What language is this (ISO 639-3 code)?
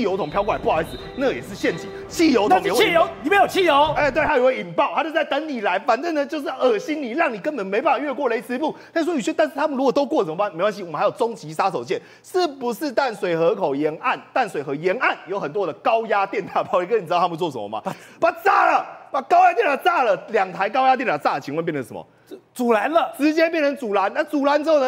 zho